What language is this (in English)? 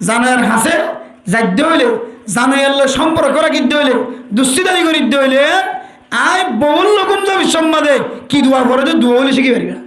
Rohingya